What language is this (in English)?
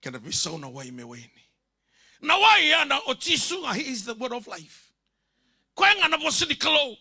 Fijian